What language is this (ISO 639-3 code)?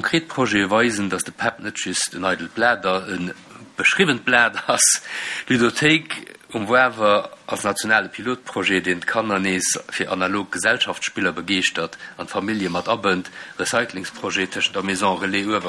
ltz